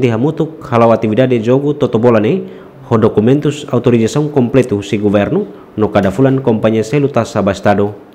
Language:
Tetum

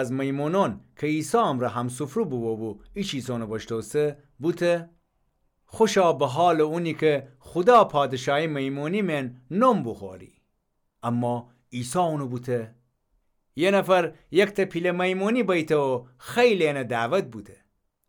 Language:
Gilaki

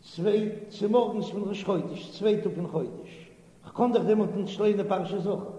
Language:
Yiddish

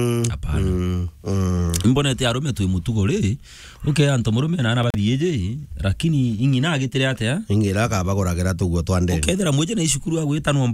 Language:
Meru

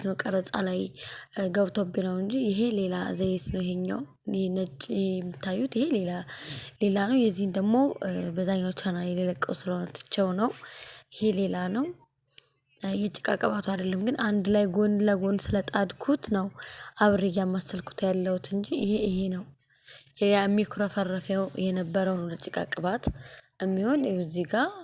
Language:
Amharic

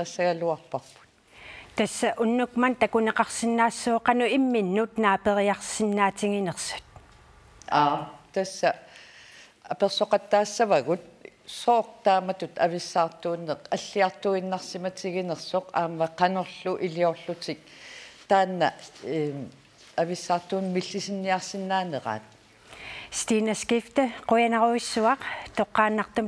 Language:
Kalaallisut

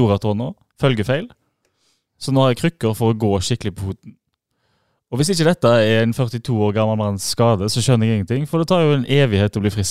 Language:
Norwegian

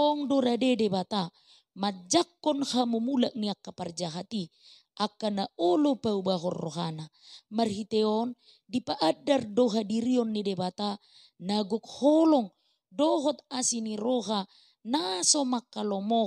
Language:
Batak Toba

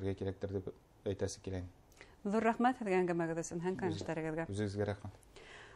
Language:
Bashkir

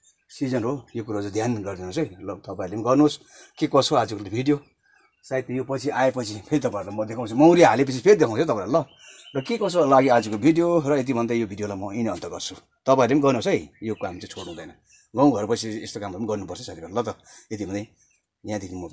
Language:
Nepali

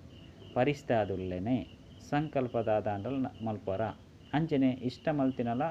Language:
Tulu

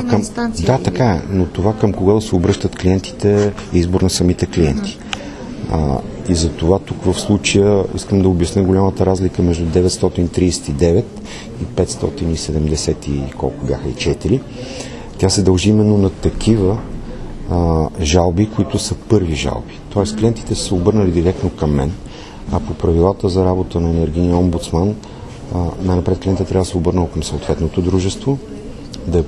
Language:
Bulgarian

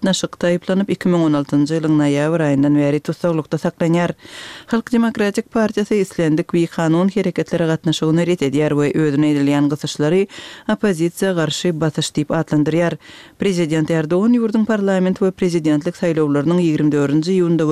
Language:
Kyrgyz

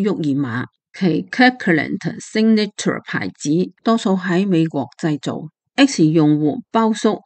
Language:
Cantonese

